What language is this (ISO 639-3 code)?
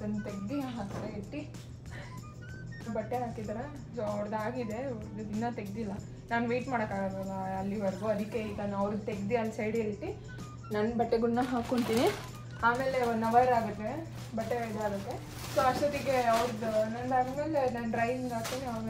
kan